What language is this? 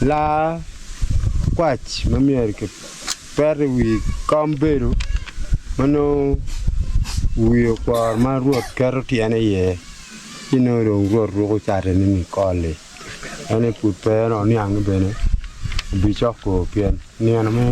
Acoli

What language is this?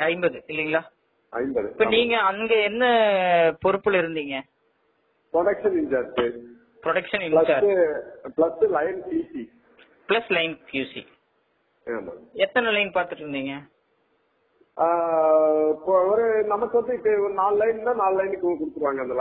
Tamil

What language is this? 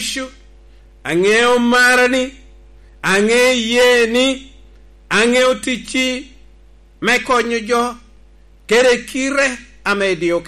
Lango (Uganda)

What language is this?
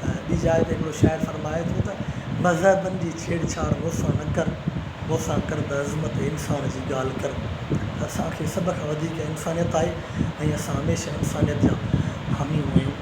Sindhi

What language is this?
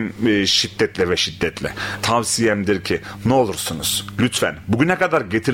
Turkish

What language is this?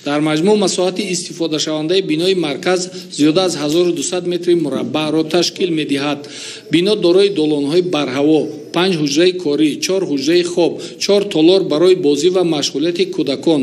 Tajik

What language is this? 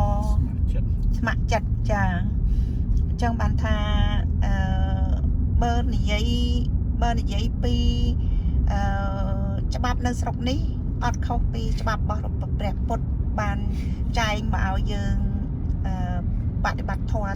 Khmer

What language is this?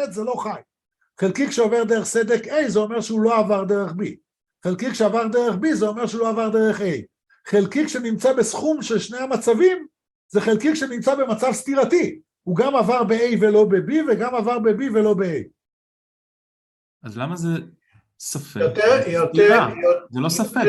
Hebrew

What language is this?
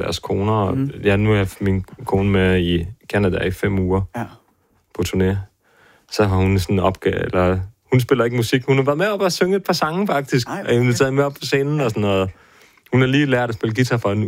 Danish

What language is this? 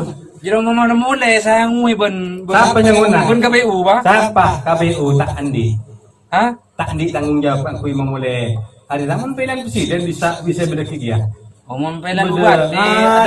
Madurese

